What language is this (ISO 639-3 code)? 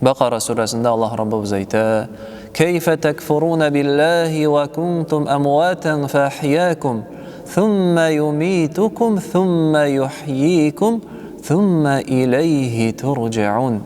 tat